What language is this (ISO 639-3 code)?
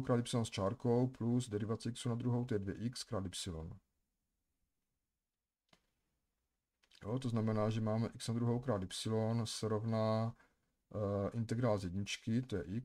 ces